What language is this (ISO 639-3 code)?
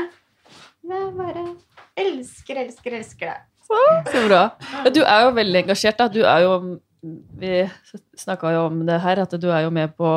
nor